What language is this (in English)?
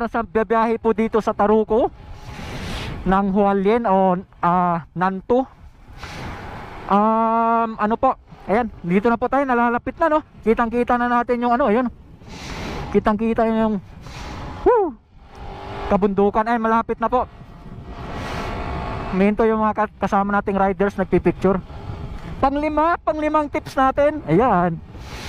Filipino